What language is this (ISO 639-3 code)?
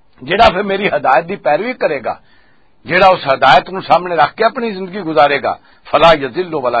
lah